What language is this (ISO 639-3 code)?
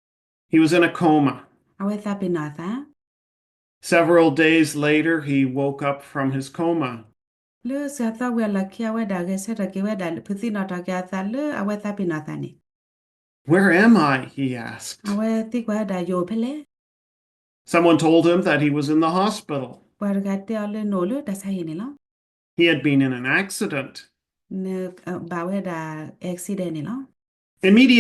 ksw